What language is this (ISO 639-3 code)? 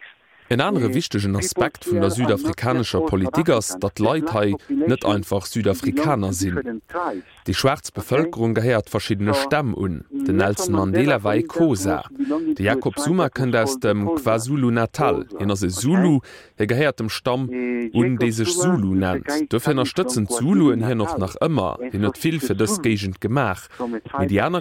ltz